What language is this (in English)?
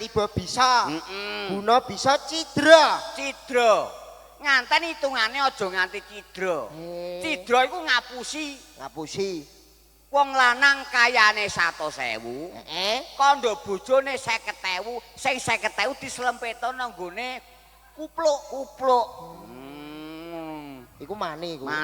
Javanese